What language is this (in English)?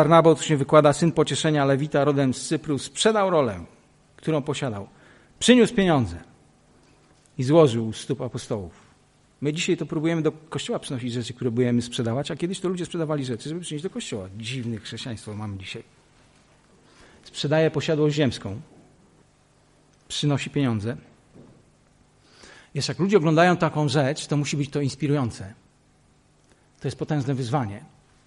Polish